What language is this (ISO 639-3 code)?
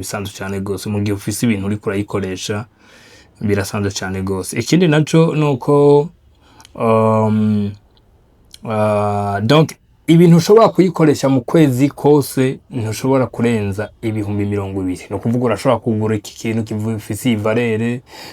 run